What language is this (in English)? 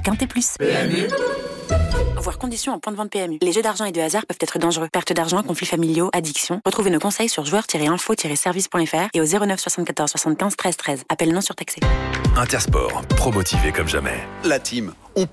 French